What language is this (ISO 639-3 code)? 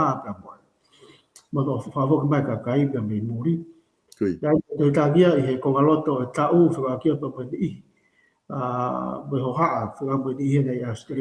ton